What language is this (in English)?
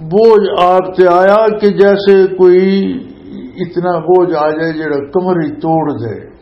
Western Panjabi